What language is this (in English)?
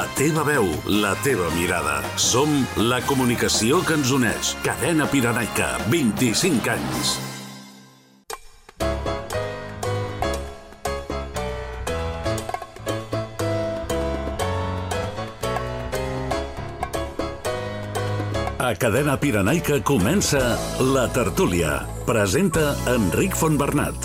Catalan